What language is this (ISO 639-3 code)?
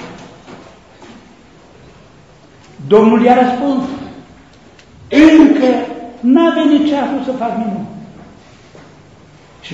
ron